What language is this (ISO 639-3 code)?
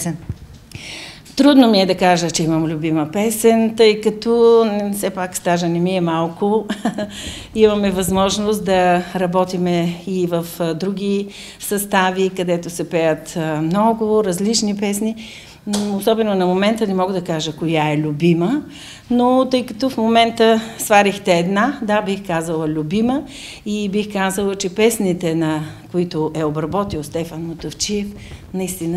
bul